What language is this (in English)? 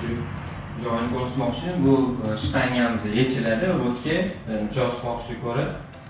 Uzbek